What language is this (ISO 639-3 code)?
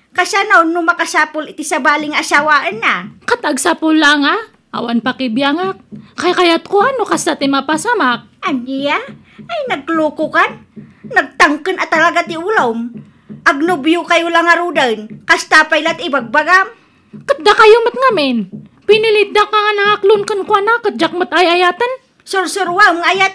ilo